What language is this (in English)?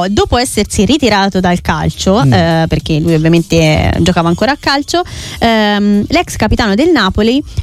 Italian